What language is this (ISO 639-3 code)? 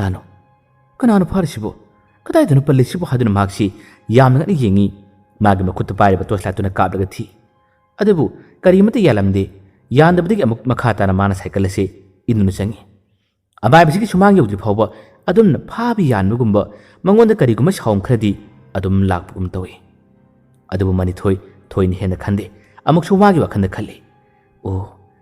mni